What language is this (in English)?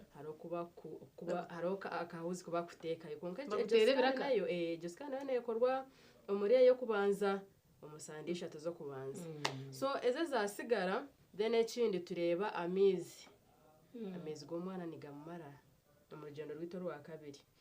Nyankole